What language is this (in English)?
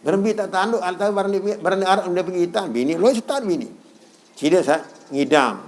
Sasak